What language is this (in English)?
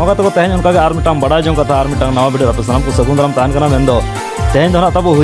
Santali